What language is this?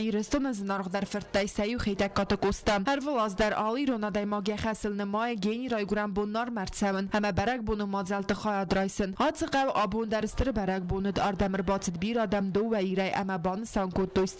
Ossetic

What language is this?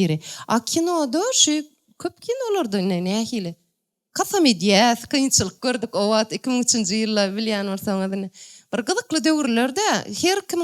Turkmen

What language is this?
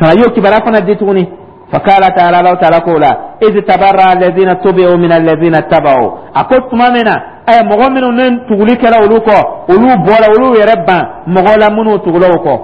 Dyula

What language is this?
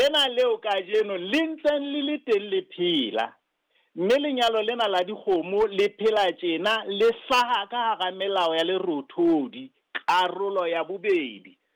Southern Sotho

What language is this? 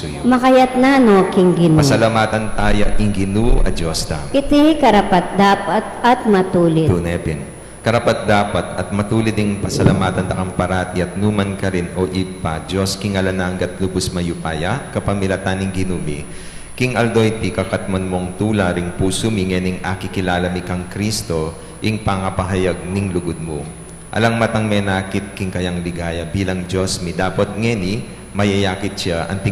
Pampanga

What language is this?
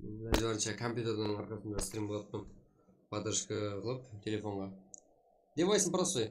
Kara-Kalpak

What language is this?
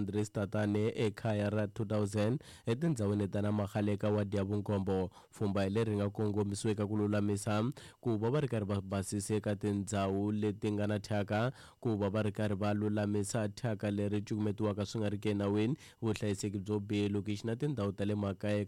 Tsonga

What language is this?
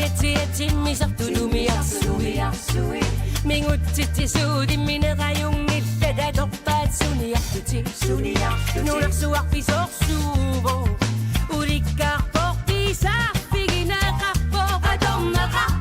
Kalaallisut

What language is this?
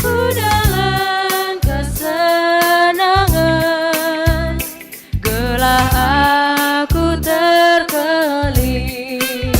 Batak Karo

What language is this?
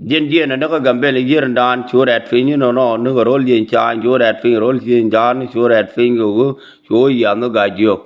Nuer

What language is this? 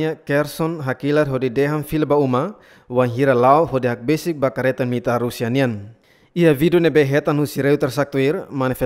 Tetum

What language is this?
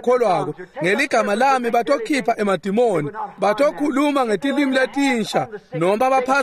Swati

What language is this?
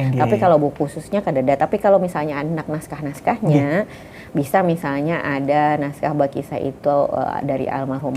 Banjar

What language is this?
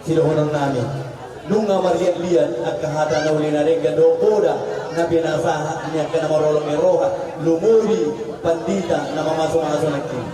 Batak Toba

